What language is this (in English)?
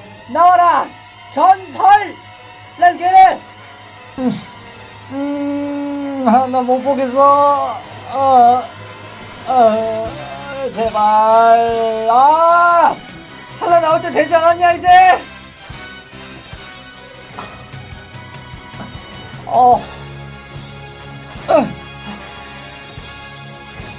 Korean